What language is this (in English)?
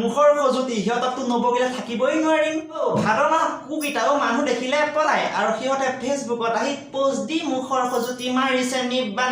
Assamese